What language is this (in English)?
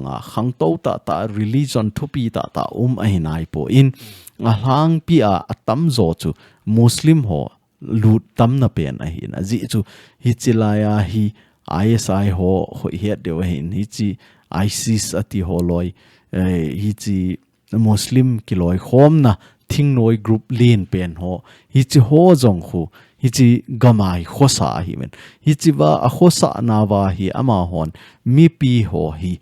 Thado Chin